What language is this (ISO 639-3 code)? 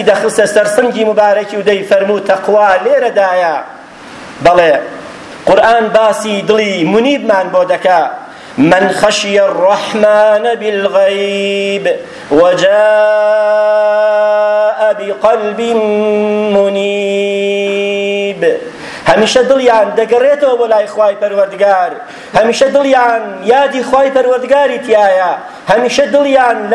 ckb